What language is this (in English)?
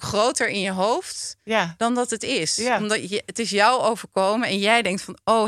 Dutch